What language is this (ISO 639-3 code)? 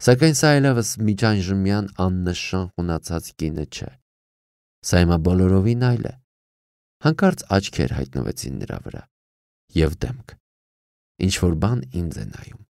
hye